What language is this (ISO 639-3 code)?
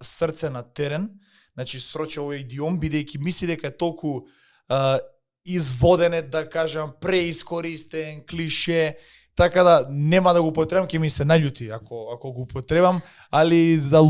mkd